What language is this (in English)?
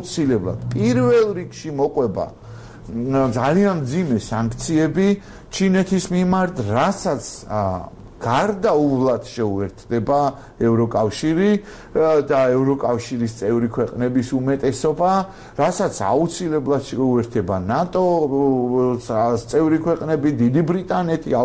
Georgian